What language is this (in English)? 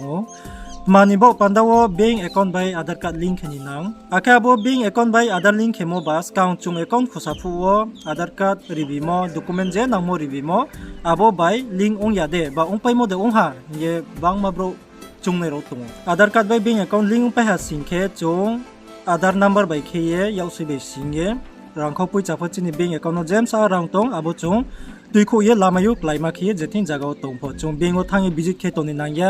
Riang (India)